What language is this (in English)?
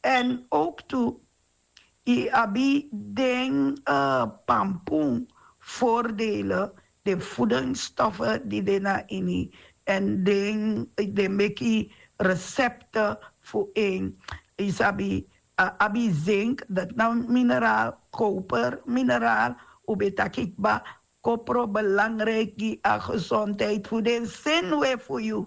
Sranan Tongo